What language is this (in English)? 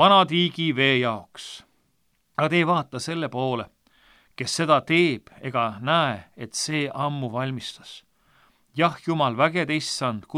Estonian